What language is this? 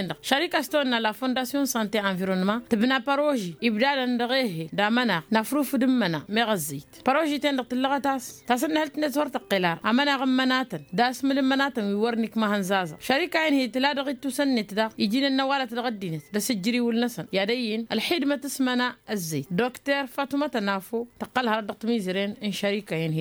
Tamasheq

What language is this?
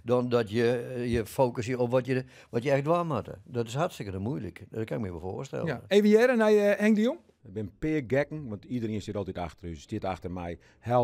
Western Frisian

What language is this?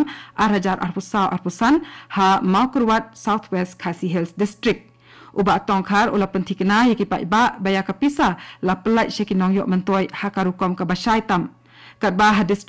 Khasi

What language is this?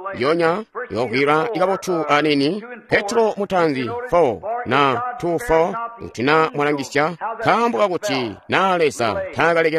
Tonga (Zambia)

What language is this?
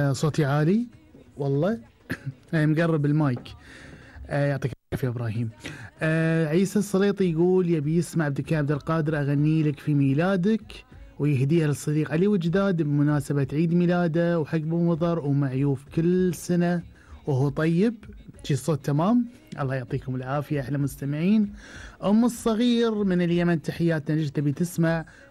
Gulf Arabic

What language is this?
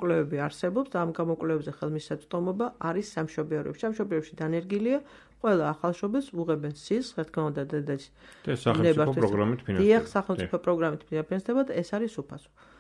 Georgian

